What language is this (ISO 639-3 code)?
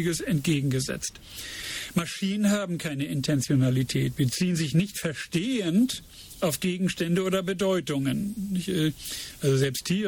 deu